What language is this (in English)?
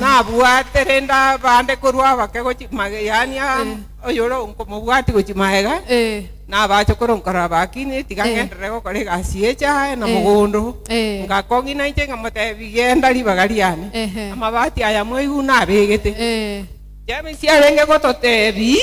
Gusii